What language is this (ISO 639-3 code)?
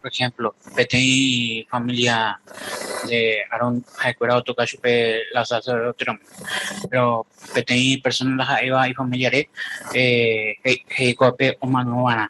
grn